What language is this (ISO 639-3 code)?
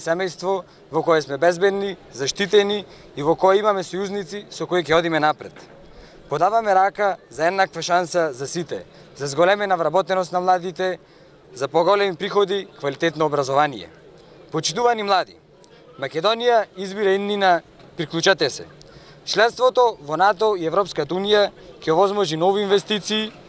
mkd